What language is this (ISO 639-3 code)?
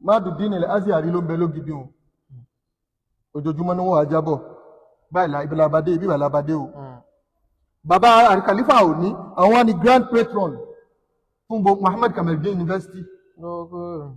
yor